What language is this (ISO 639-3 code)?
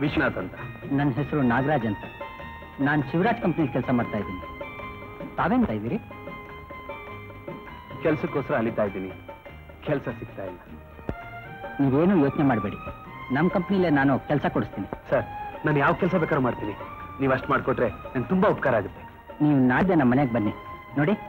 kan